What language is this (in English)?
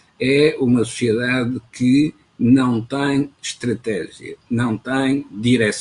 Portuguese